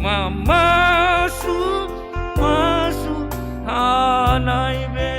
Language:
Batak Simalungun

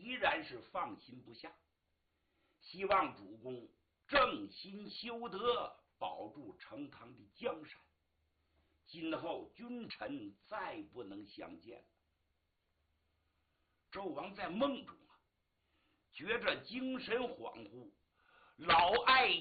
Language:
Chinese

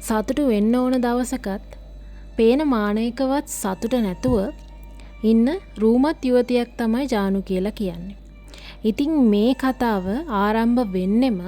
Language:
Sinhala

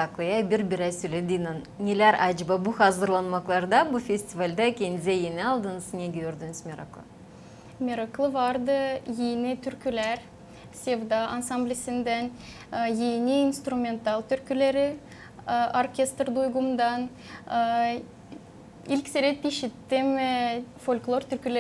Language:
Gagauz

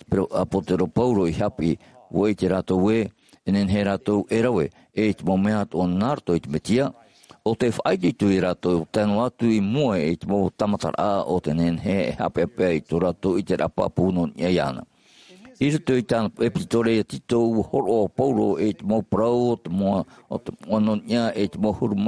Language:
Tahitian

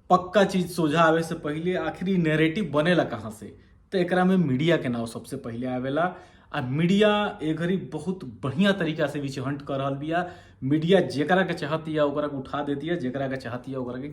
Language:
Bhojpuri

